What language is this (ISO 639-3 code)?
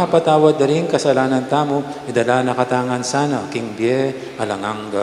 pam